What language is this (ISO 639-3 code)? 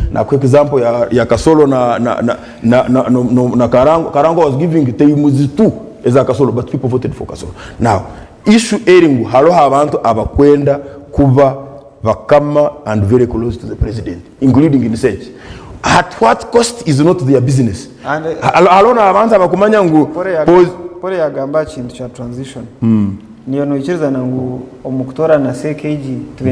nyn